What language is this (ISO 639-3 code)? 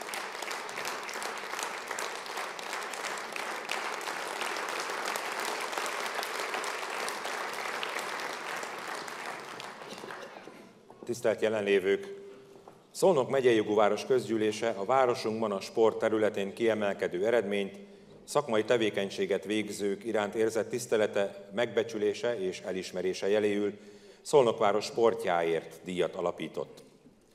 hun